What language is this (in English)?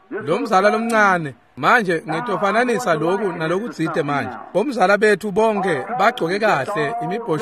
Swati